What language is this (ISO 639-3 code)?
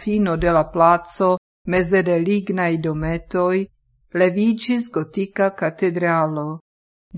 epo